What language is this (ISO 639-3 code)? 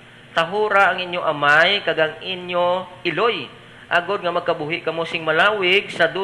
hil